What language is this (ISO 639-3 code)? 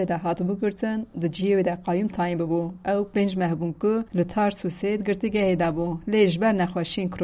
kur